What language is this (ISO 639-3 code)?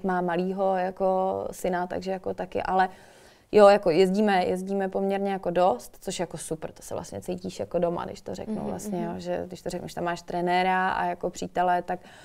ces